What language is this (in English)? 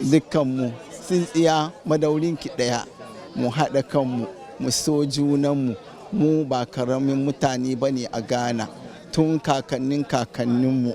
Hausa